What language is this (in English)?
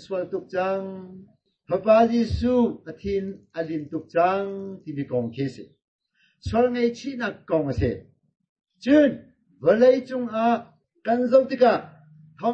Hakha Chin